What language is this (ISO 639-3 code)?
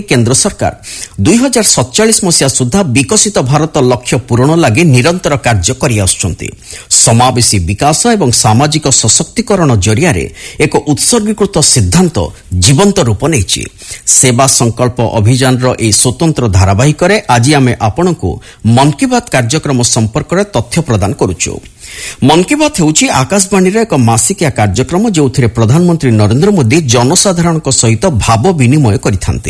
ori